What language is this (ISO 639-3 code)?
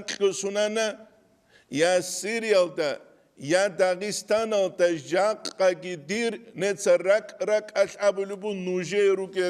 ava